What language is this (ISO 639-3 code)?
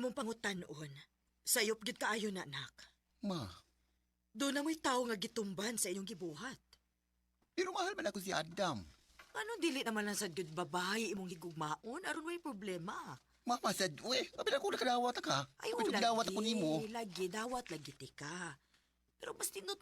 ceb